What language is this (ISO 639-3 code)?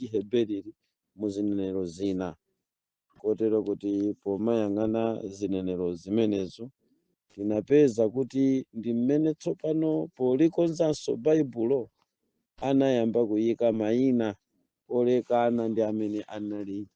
nya